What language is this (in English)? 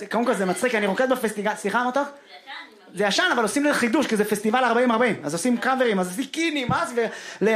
Hebrew